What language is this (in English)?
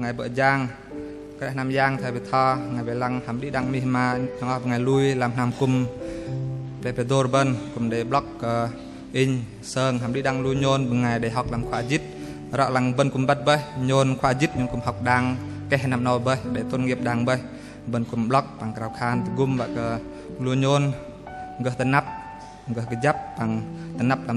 Bahnar